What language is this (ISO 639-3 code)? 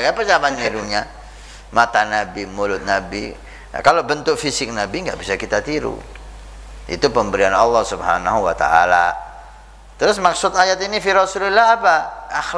ind